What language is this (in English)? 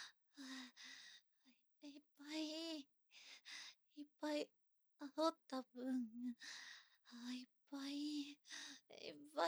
Japanese